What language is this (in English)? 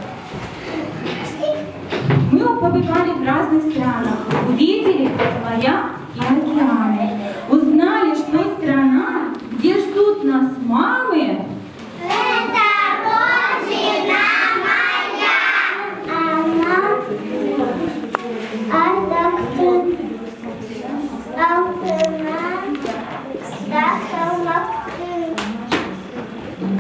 Russian